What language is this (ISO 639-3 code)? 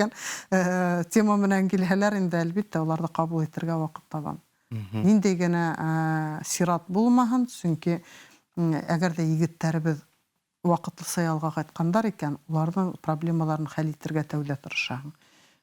bak